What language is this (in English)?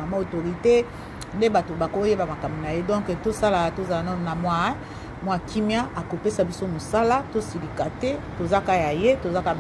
Lingala